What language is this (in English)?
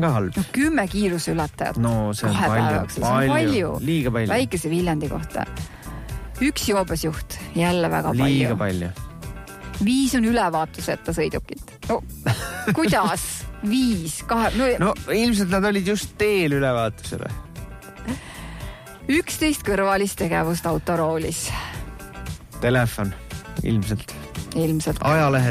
Estonian